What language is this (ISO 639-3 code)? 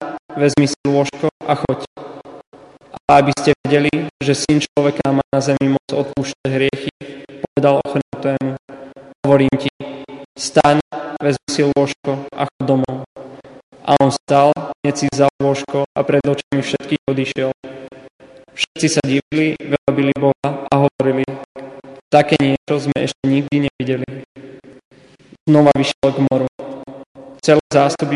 slk